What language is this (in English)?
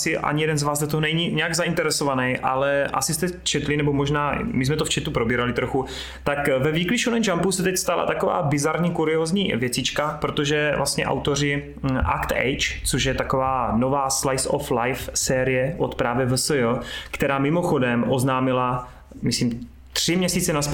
Czech